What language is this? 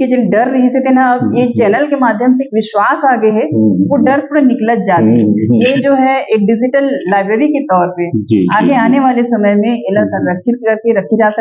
Chhattisgarhi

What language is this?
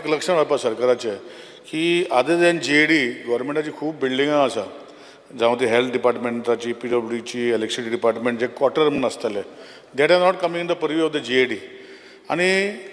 Konkani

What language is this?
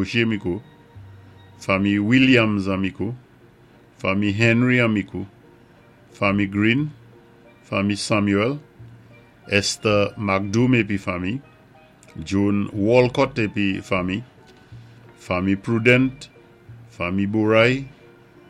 Saint Lucian Creole French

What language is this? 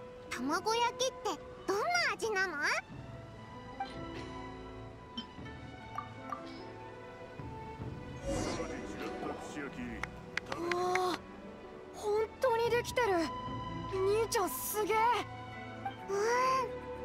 Japanese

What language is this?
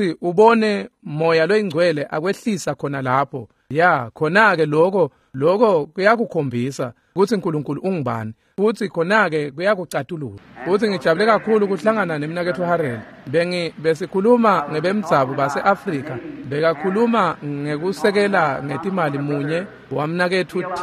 Swati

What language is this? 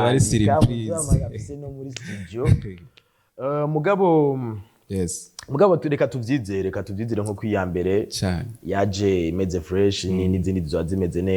Rundi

